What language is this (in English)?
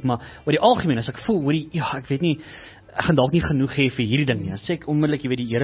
Afrikaans